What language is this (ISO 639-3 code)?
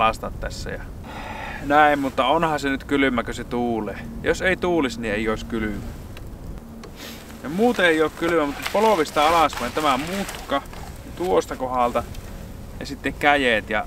fin